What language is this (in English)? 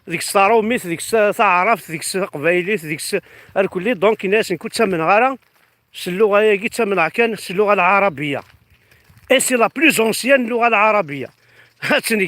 Kabyle